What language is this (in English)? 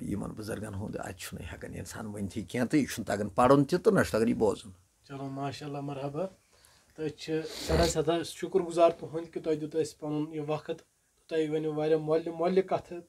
Kashmiri